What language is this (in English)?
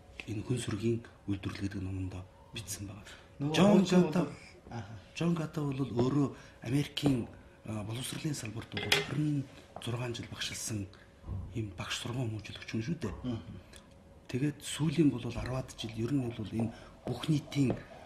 Mongolian